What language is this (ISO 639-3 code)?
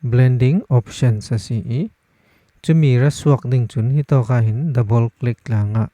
cfm